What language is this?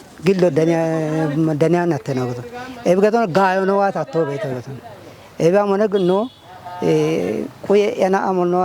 Kafa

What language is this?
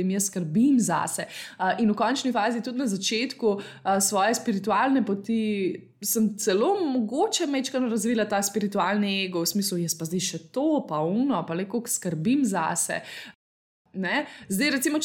Slovenian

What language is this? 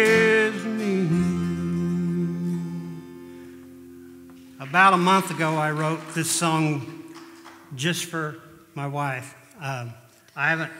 English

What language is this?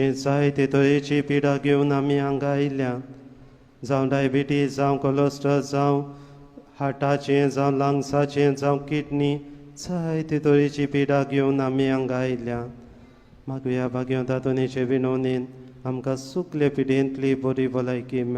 Konkani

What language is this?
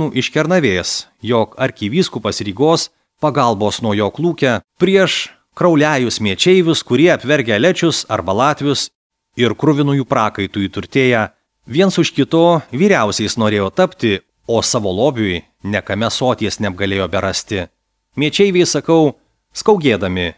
Lithuanian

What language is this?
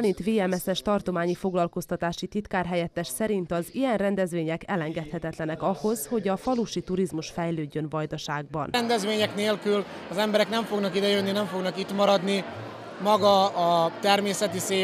Hungarian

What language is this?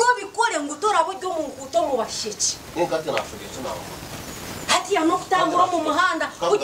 Kinyarwanda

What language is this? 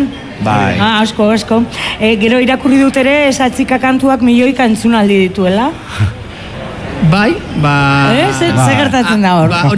Basque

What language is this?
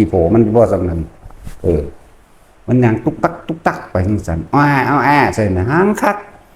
Northeastern Thai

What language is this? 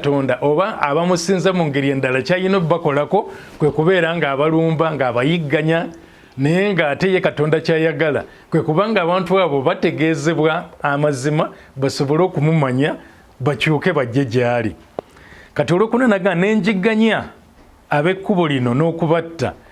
Ganda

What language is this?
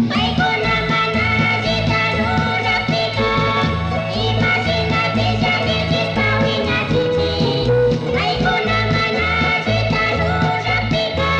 Chimborazo Highland Quichua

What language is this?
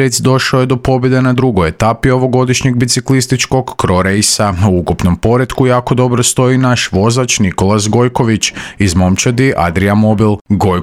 Croatian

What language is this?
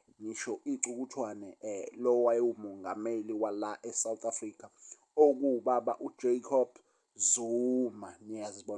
Zulu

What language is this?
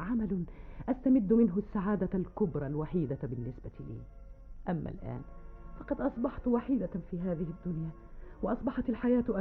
Arabic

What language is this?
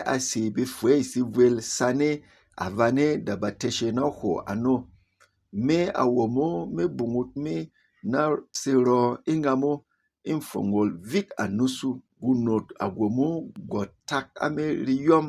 Berom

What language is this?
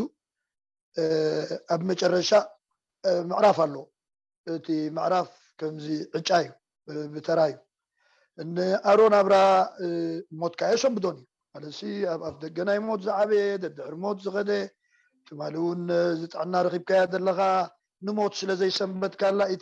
Tigrinya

